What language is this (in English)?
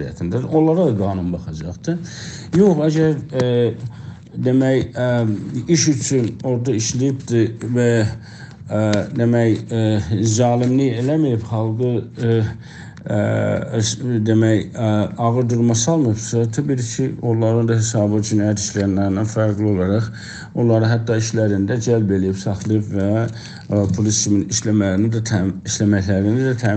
South Azerbaijani